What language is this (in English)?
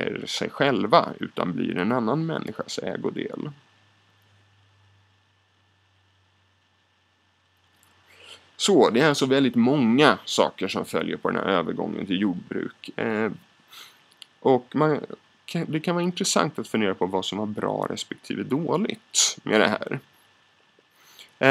Swedish